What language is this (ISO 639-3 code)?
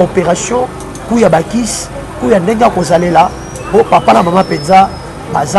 lin